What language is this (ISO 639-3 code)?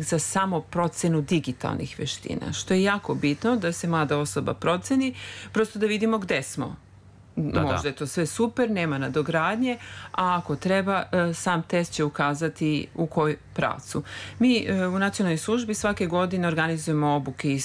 srp